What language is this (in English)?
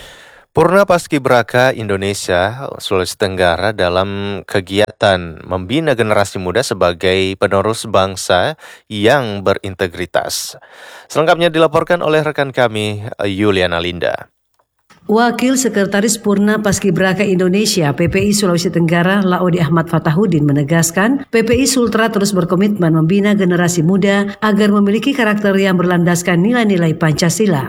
Indonesian